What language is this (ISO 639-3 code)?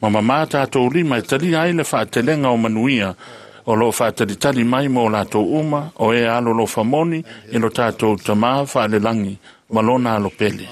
smo